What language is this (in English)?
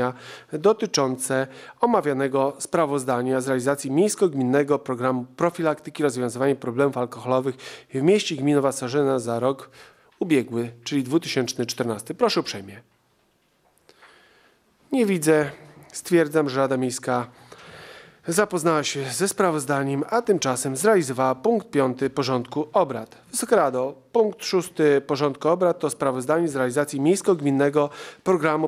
Polish